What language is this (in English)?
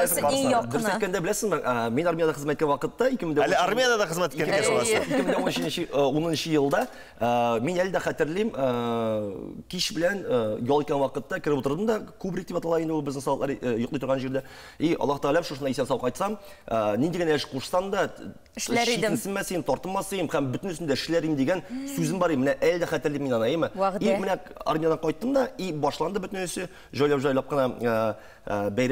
Tatar